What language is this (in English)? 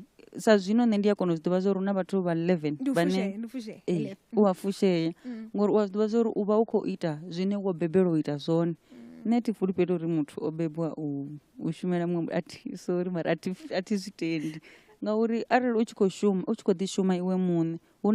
Venda